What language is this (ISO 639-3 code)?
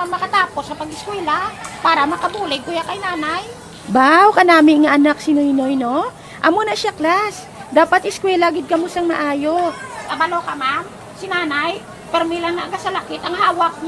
hil